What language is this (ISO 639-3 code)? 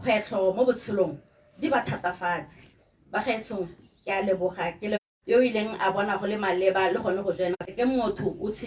tsn